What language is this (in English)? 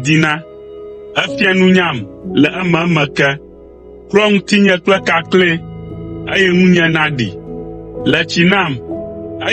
Ewe